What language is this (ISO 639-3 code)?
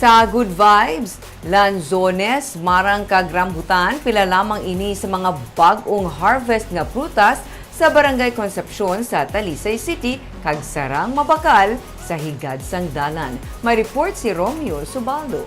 hil